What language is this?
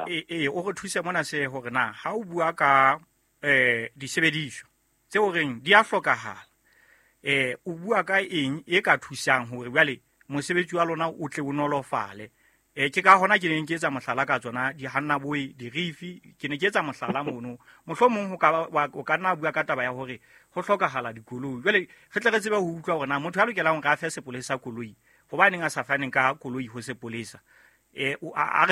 Southern Sotho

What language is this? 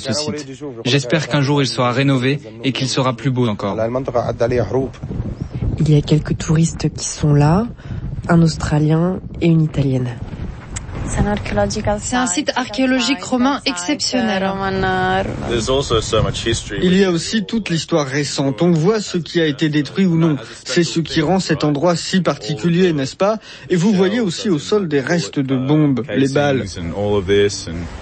French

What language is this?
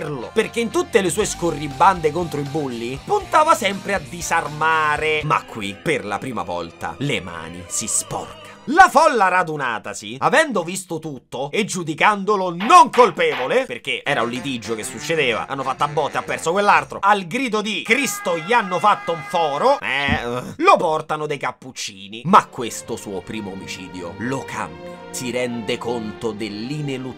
Italian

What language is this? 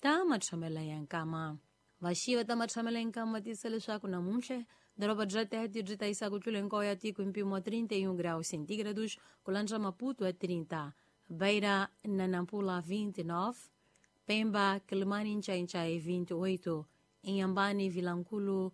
Tsonga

